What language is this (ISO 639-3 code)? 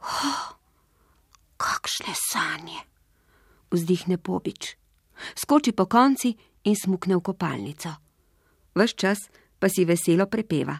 slv